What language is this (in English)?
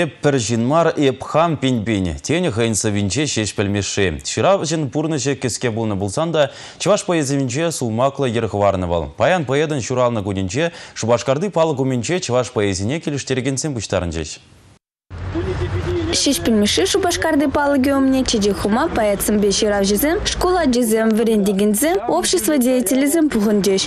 Chuvash